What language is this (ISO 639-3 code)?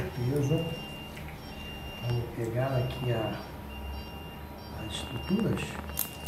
por